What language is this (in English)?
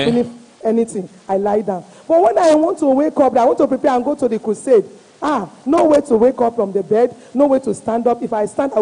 Ewe